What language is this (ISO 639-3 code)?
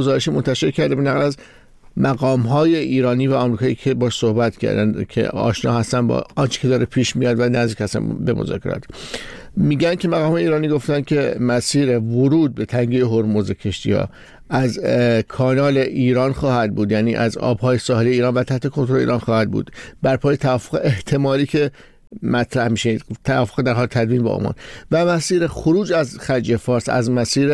fas